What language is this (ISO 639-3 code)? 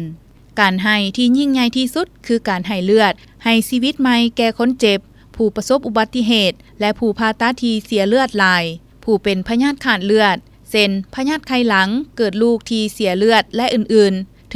lao